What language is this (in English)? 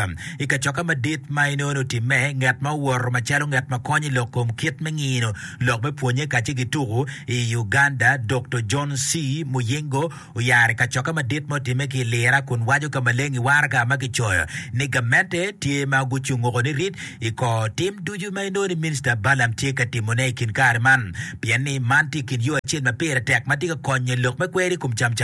Acoli